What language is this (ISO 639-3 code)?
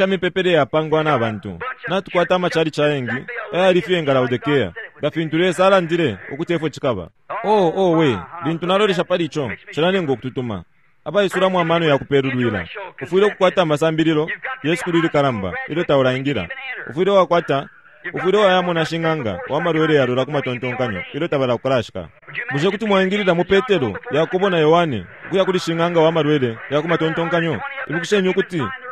bem